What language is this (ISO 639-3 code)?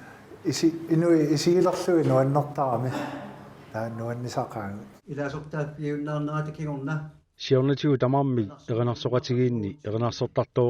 kal